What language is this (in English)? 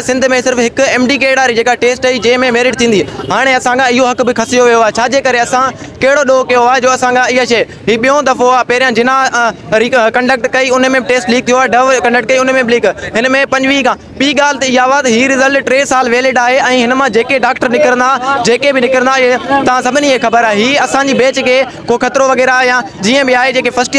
Sindhi